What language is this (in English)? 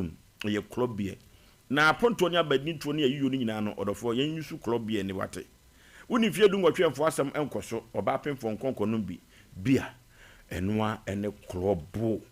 Akan